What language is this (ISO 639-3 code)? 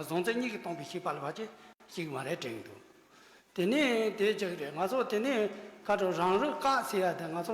bod